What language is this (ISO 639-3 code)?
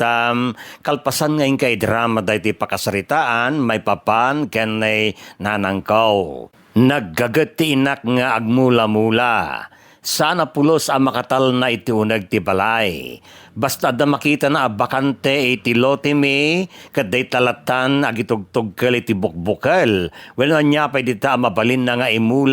ilo